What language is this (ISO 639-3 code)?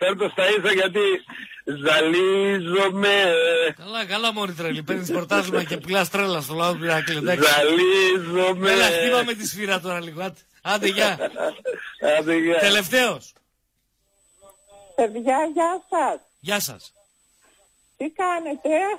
ell